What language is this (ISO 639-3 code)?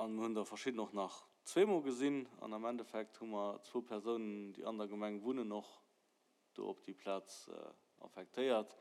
ltz